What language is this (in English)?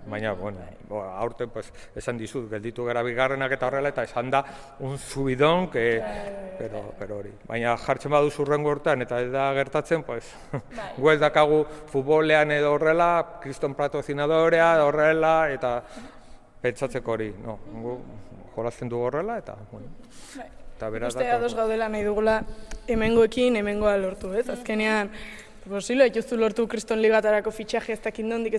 Basque